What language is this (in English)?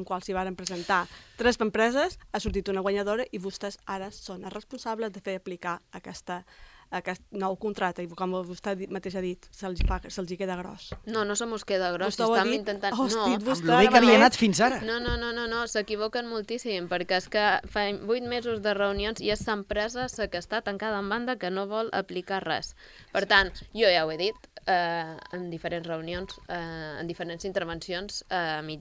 Catalan